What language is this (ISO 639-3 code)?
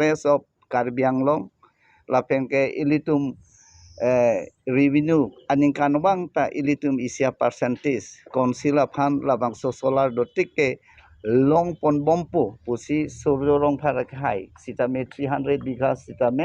mjw